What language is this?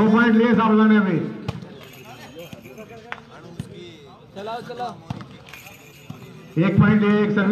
Hindi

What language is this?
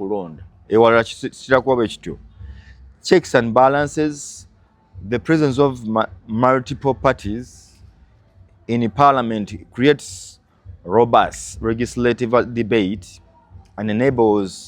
Ganda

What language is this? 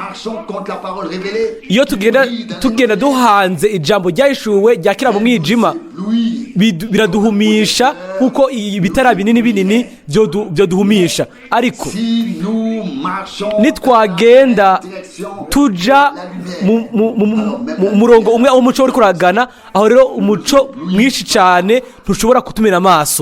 Rundi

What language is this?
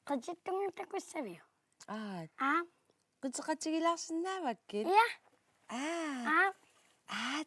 Kalaallisut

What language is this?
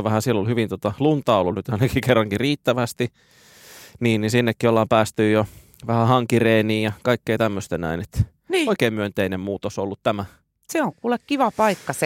Finnish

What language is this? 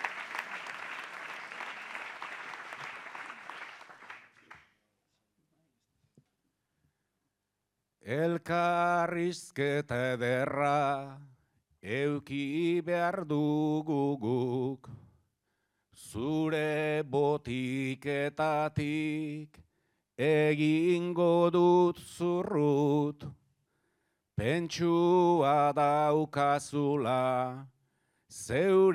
Basque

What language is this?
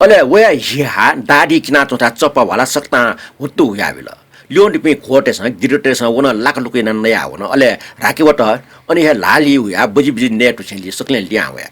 Newari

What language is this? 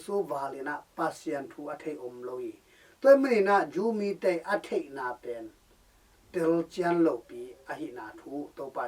Tedim Chin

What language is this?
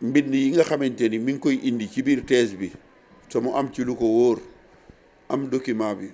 Wolof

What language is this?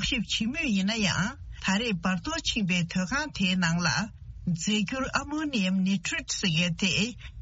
Tibetan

